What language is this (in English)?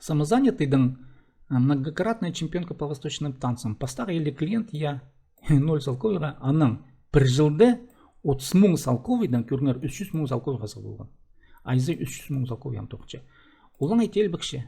Khakas